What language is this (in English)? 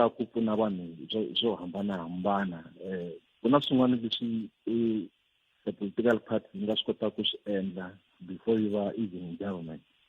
Tsonga